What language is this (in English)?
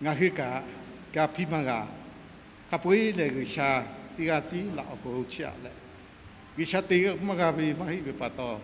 Lahu